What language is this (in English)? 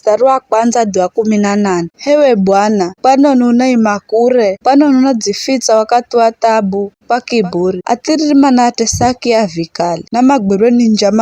Giryama